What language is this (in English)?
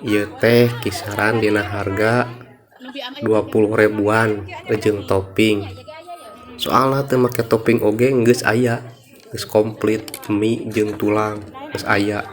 Sundanese